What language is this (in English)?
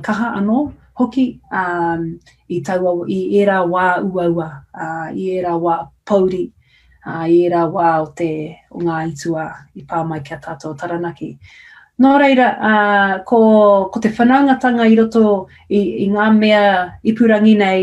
Māori